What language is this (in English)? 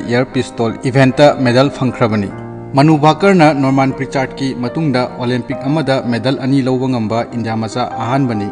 Manipuri